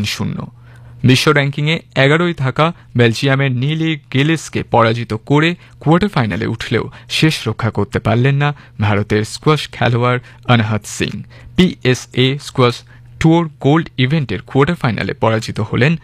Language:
Bangla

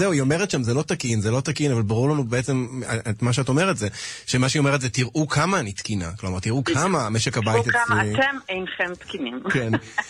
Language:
Hebrew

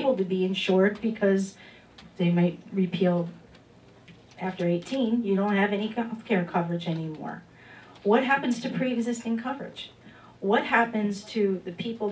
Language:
English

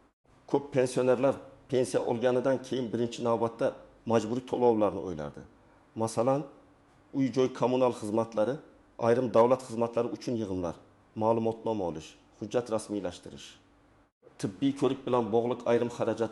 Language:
Uzbek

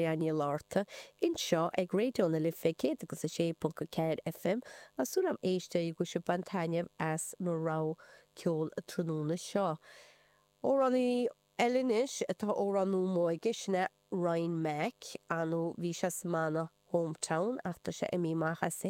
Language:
Irish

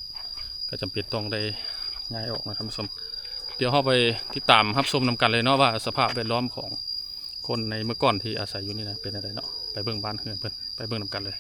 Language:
Lao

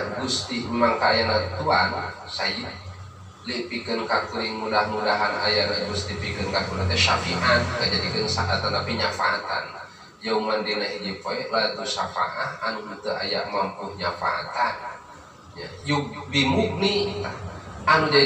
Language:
Sundanese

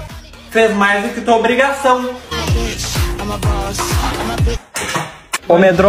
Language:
Portuguese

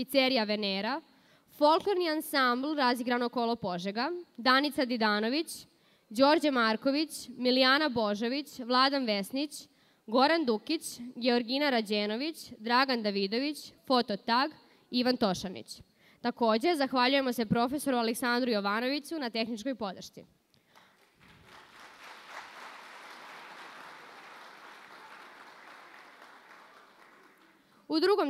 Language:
Serbian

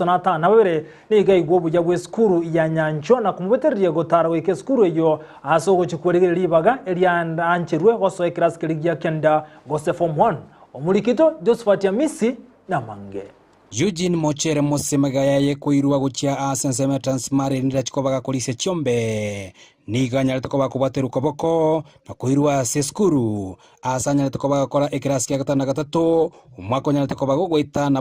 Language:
Gusii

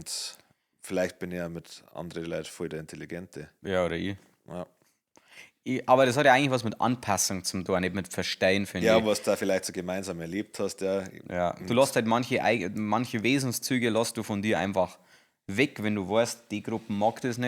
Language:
Bavarian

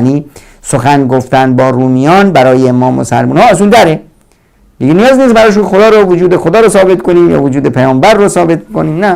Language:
Persian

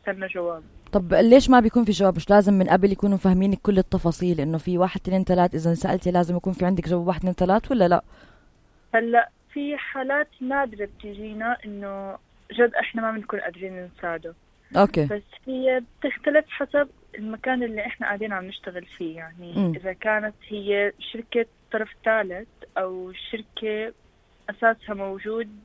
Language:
North Levantine Arabic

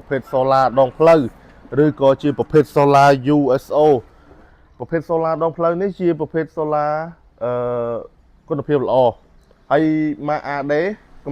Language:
Khmer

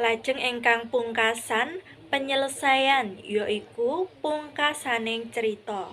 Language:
Javanese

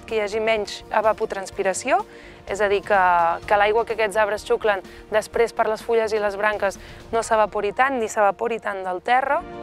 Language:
Catalan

